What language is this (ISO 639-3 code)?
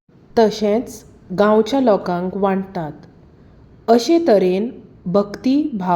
kok